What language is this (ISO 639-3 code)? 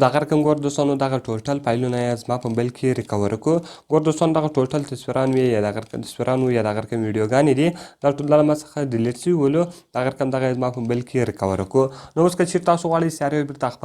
pus